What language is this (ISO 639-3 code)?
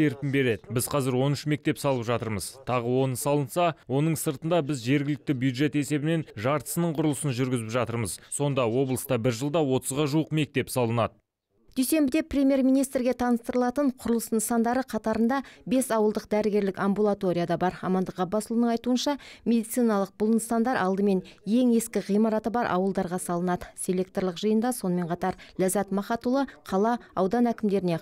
kaz